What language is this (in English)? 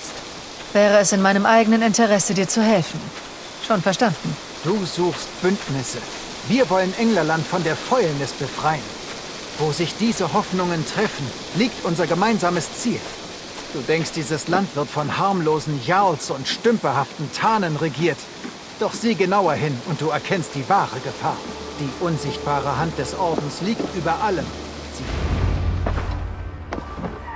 German